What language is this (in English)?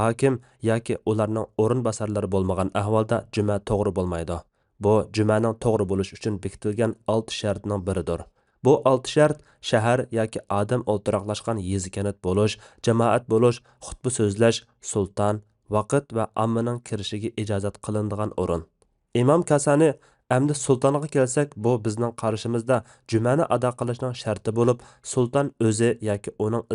Uyghur